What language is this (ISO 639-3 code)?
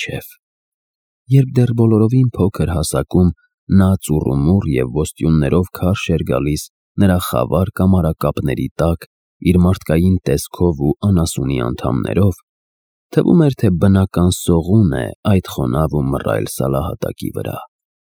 hye